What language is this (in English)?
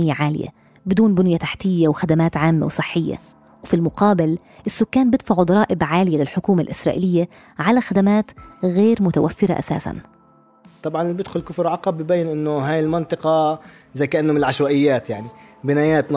North Levantine Arabic